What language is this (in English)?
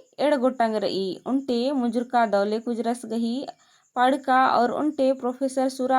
Kurukh